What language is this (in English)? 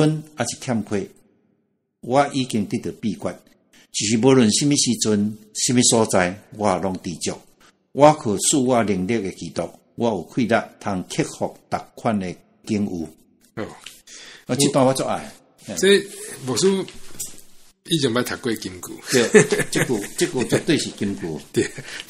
Min Nan Chinese